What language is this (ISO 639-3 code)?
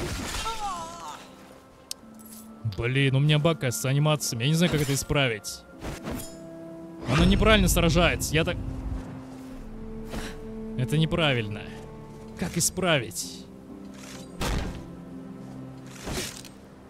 rus